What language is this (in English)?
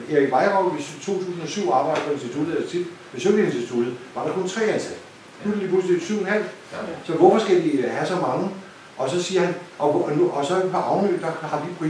Danish